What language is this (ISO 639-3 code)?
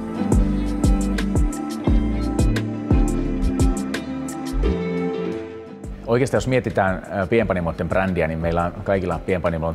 fin